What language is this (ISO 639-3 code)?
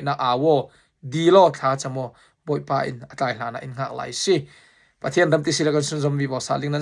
cfm